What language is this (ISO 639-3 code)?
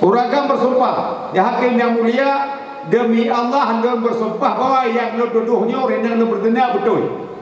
ace